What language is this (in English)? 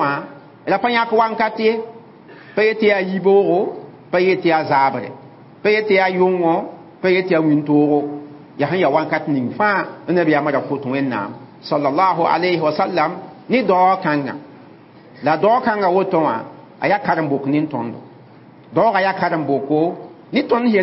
Mossi